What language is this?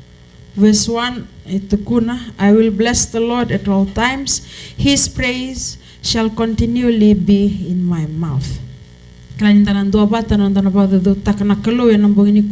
Fijian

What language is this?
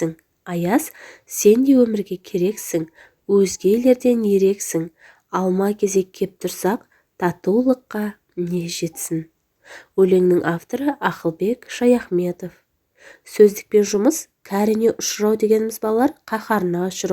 Kazakh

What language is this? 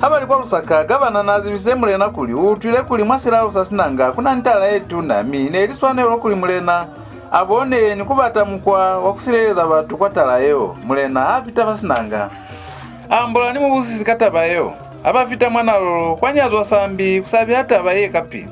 Lozi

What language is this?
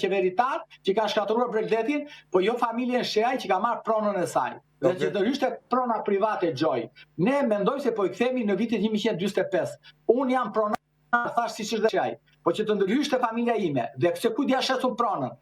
Albanian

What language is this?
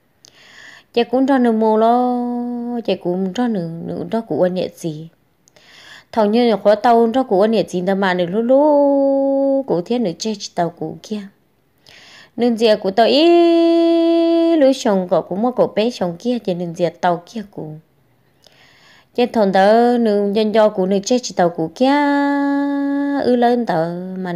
Vietnamese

